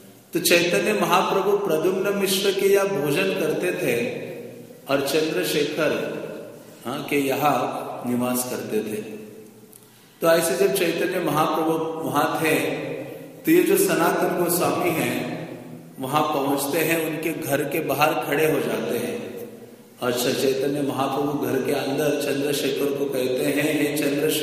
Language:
Hindi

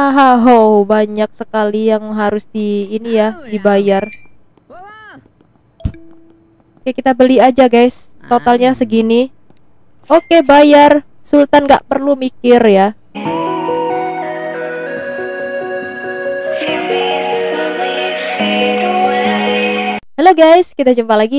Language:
Indonesian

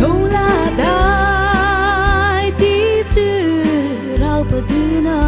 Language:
Mara Chin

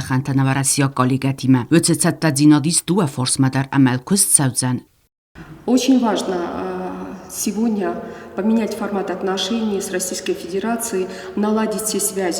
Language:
Ossetic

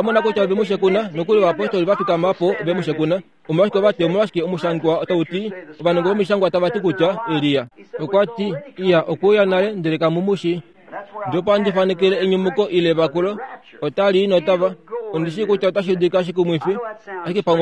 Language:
Kuanyama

